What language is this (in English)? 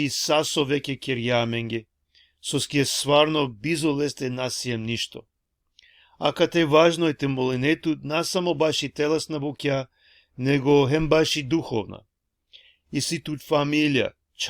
Balkan Romani